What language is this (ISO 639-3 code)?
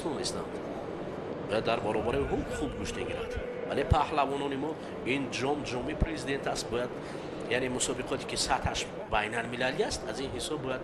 tgk